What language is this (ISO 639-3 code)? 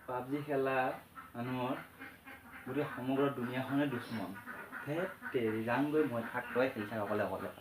asm